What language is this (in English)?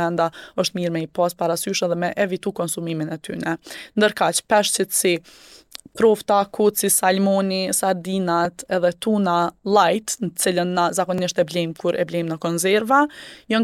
Albanian